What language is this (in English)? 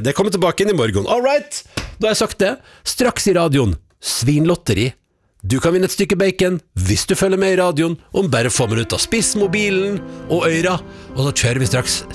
Norwegian